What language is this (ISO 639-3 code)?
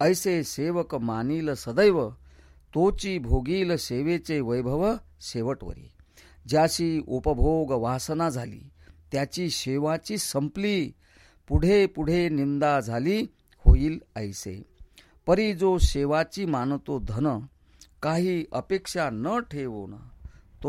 mar